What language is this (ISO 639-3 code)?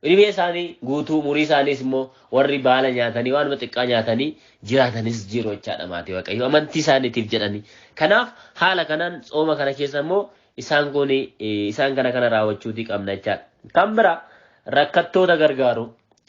orm